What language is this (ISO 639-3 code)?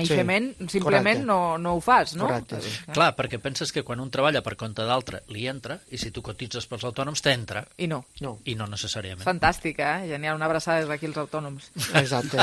cat